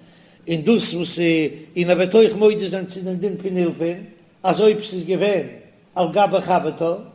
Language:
Yiddish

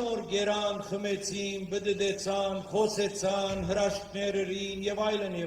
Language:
Western Armenian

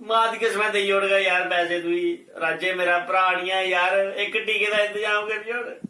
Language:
Dogri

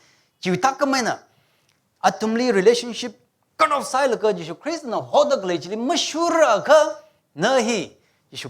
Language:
Tangkhul Naga (India)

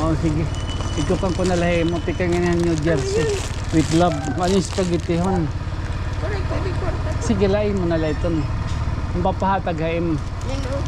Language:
Waray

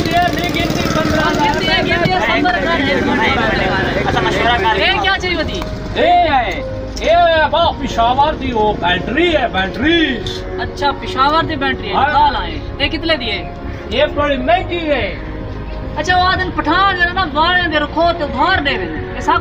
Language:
Saraiki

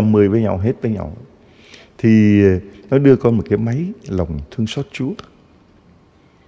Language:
Vietnamese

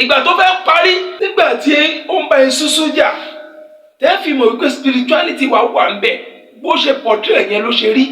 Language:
Yoruba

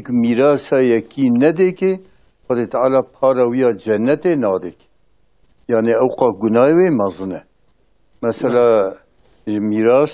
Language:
Kurdish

